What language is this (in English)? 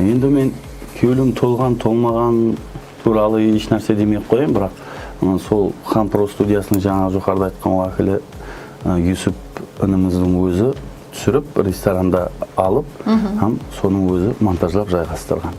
Kara-Kalpak